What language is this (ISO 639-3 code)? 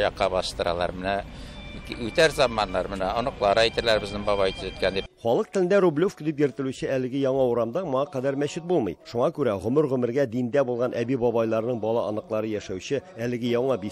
tat